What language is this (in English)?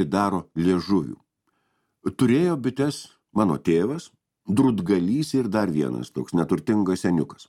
Lithuanian